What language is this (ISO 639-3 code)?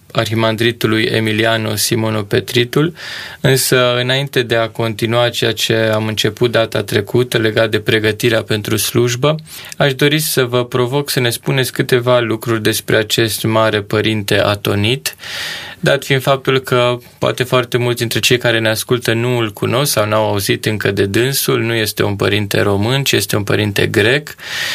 ron